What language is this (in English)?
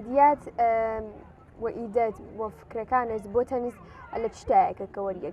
Central Kurdish